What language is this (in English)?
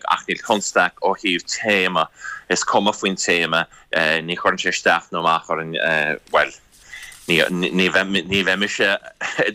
Irish